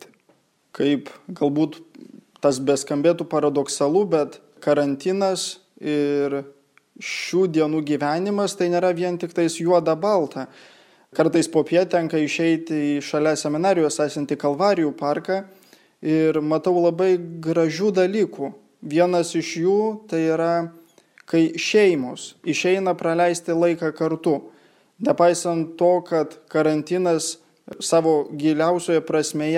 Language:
Lithuanian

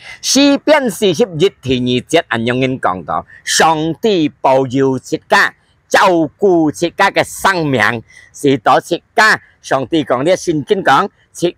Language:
Hakka Chinese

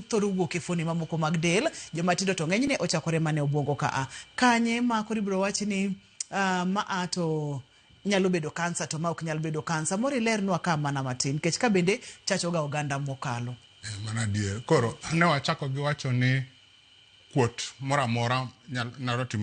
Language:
Luo (Kenya and Tanzania)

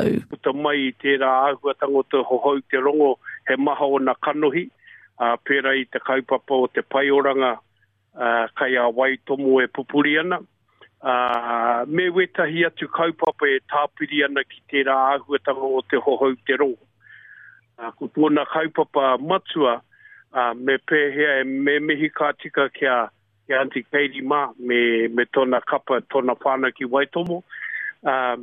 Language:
Māori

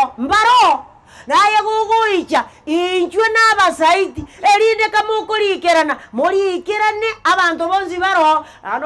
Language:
Gusii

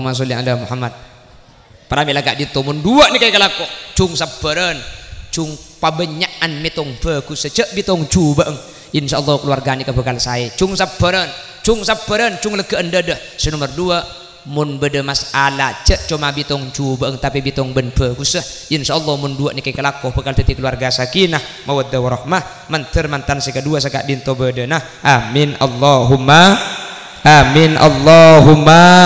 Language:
Madurese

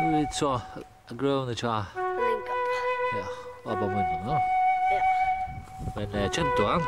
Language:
Faroese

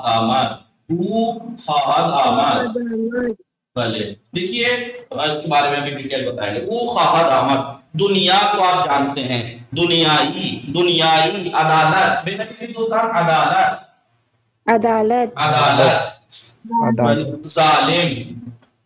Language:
Urdu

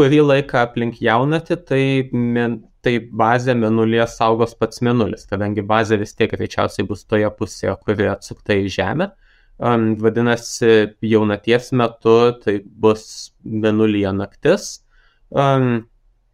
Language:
Lithuanian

